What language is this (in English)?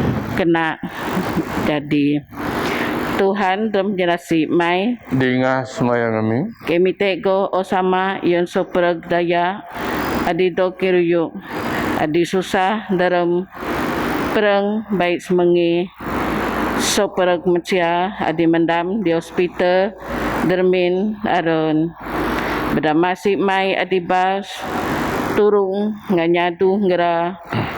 Biatah Bidayuh